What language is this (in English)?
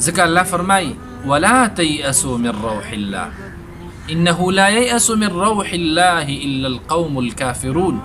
Pashto